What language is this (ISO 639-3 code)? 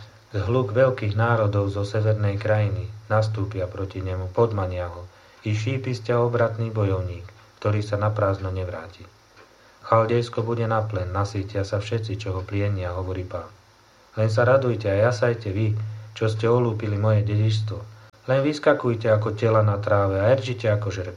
slk